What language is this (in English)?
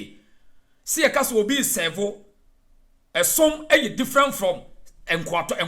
Akan